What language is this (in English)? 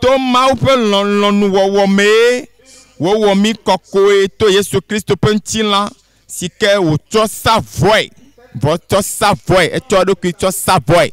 Ewe